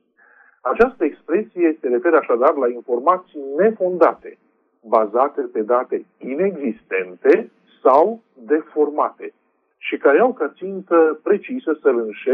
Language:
Romanian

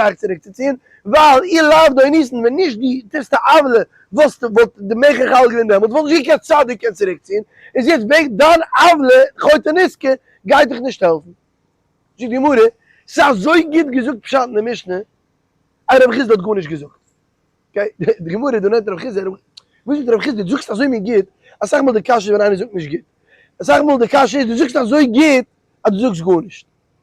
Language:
Yiddish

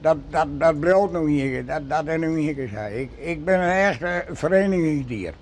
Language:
Western Frisian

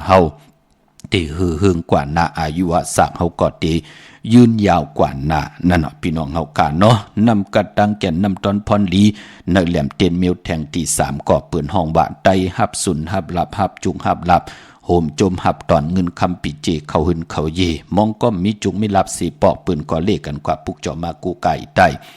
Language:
Shan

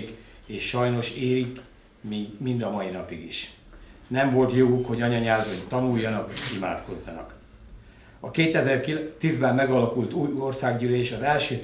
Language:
Hungarian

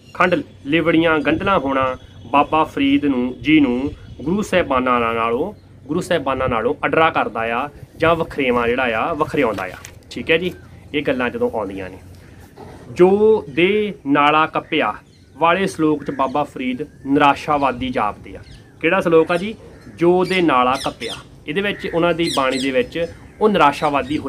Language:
Punjabi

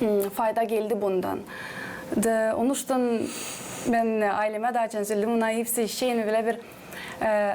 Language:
Gagauz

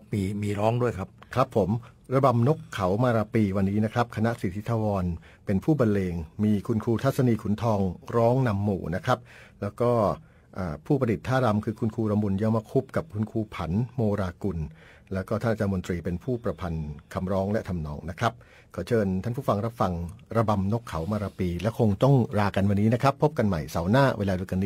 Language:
Thai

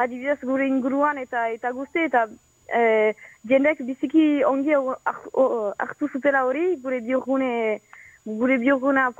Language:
Basque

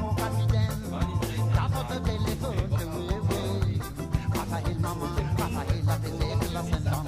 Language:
Morisyen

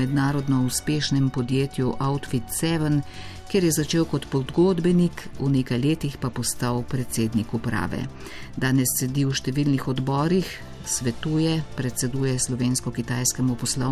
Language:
Slovenian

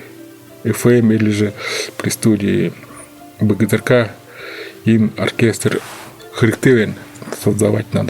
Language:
Buriat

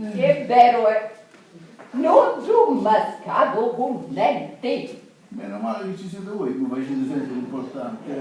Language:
Sicilian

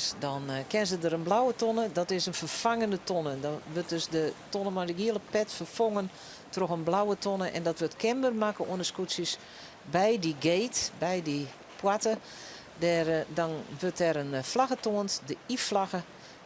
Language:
Western Frisian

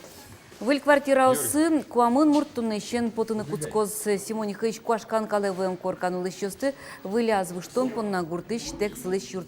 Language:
Udmurt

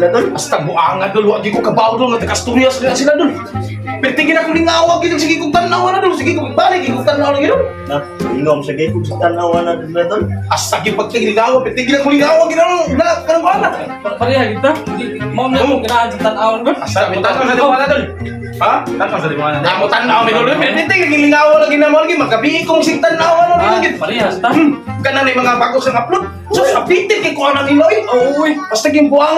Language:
Cebuano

